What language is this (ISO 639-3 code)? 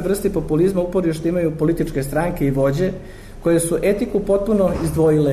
srp